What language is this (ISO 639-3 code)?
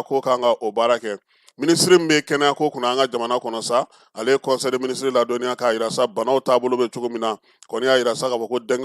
bam